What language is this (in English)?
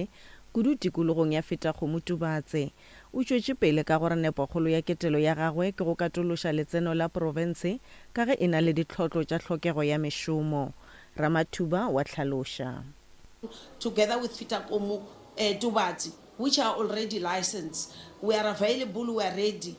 Northern Sotho